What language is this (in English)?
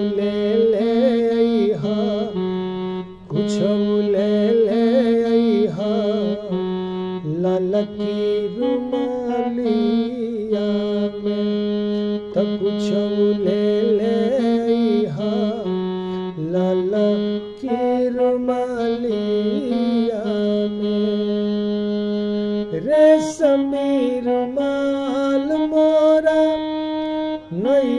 Bhojpuri